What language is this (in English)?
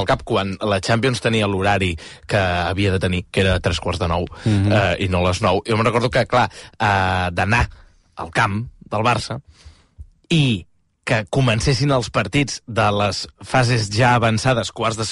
Catalan